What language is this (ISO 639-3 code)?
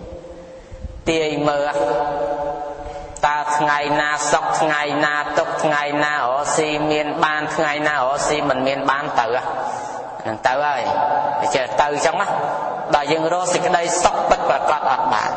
khm